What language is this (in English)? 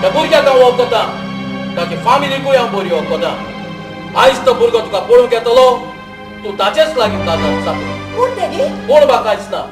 Konkani